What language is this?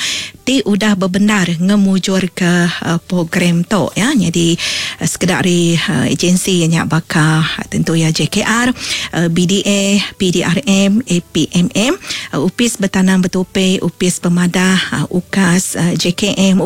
Iban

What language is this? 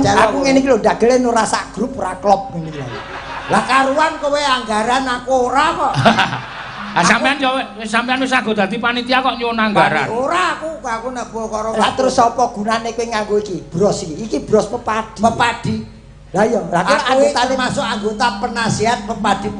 Javanese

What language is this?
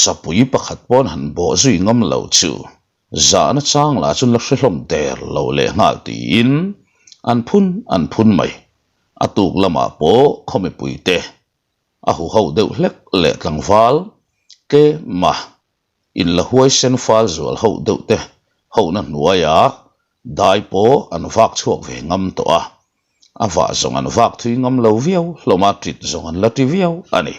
Mizo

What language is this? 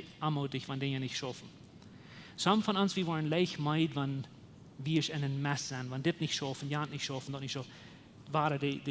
Plautdietsch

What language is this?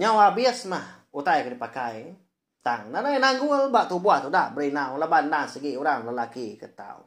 Iban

